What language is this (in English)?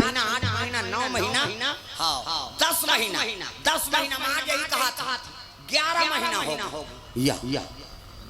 Chhattisgarhi